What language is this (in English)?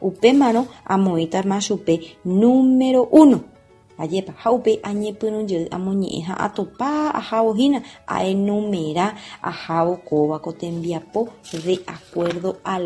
Guarani